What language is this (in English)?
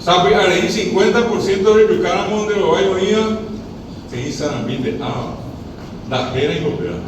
Guarani